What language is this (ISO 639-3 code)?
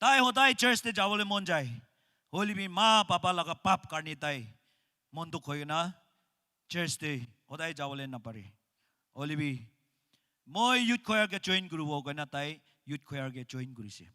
nag